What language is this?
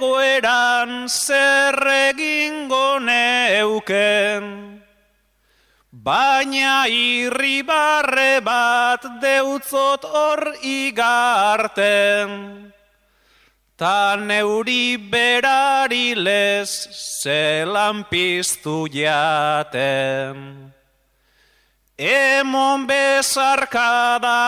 Basque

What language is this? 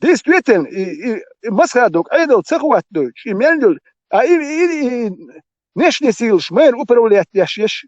Chechen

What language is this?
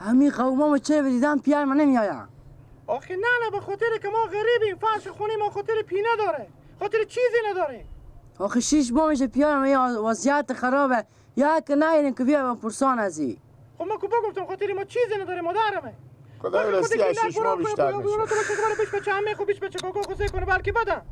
Persian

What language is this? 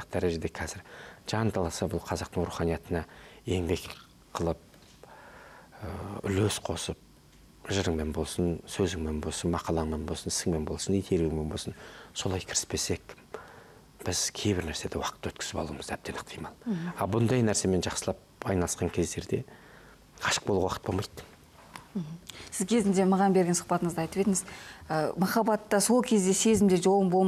Kazakh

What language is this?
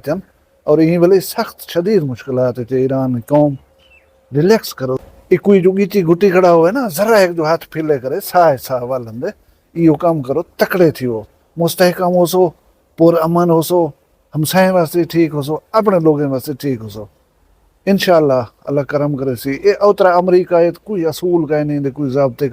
Saraiki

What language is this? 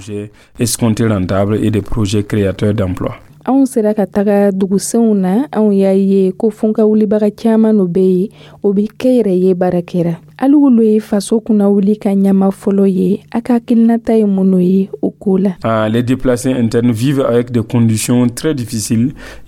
Dyula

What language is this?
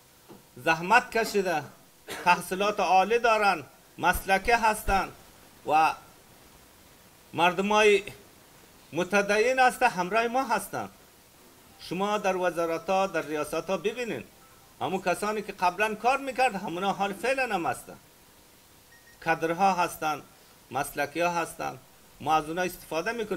Persian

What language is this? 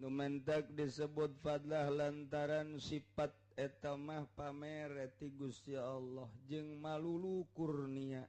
Sundanese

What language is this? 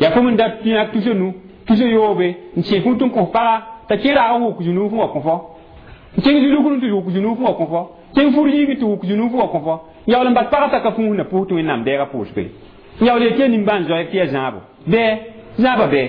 Mossi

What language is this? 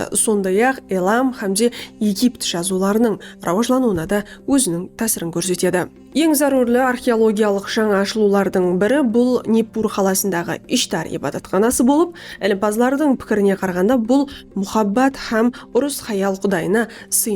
Kara-Kalpak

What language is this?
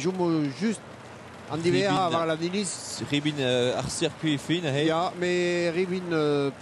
Breton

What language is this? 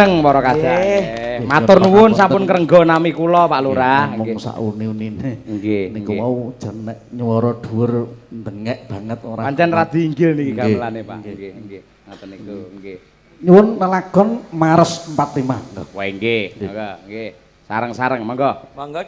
Javanese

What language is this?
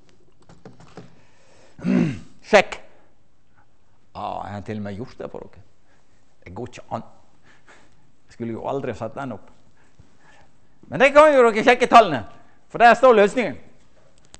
Norwegian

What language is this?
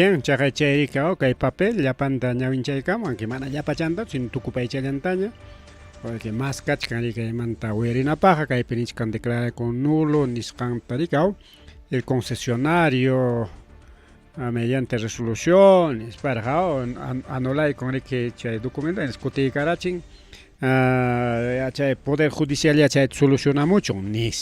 Ayacucho Quechua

